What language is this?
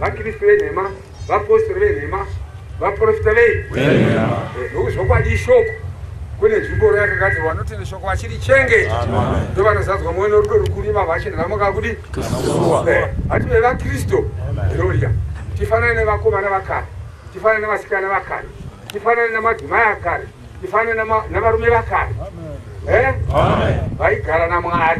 Shona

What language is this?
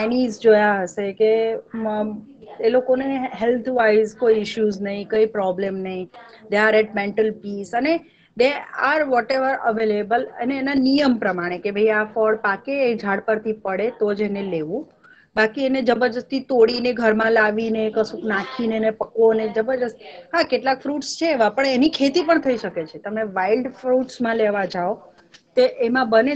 Gujarati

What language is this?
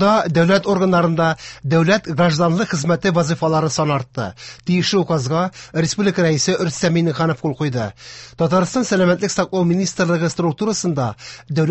Tatar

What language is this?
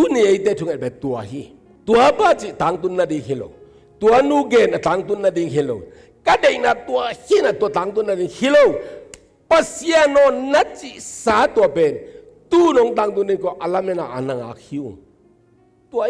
Tedim Chin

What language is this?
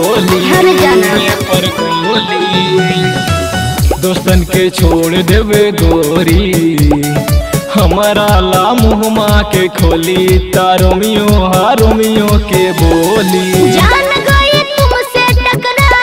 Bhojpuri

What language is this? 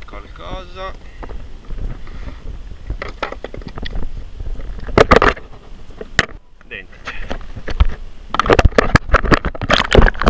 Italian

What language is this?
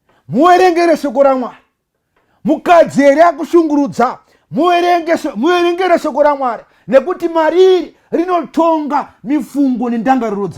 Shona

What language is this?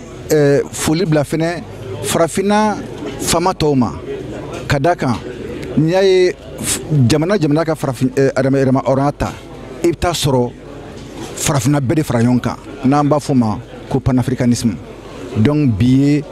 Bambara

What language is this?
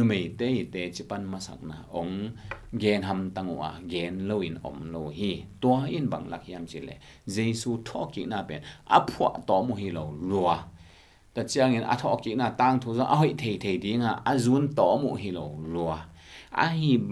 Tedim Chin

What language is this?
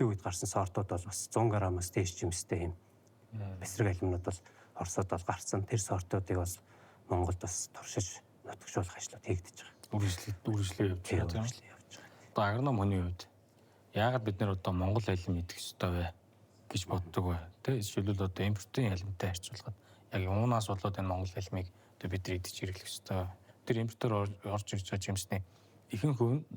Mongolian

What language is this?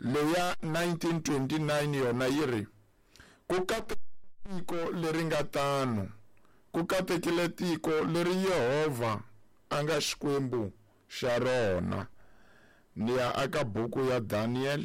Tsonga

